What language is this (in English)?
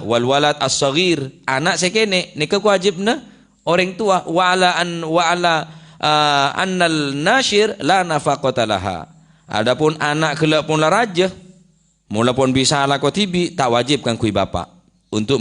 Madurese